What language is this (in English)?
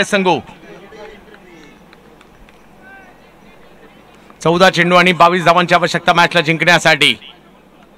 Marathi